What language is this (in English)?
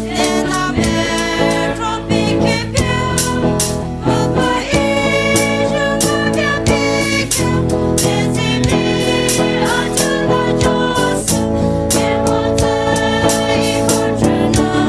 Poumei Naga